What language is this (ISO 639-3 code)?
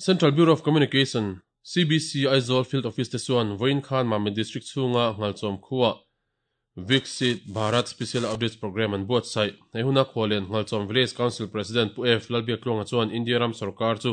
lus